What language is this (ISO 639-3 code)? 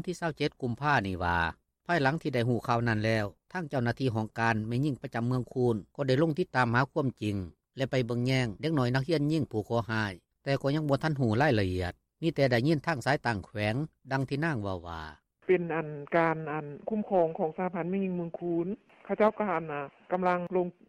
lao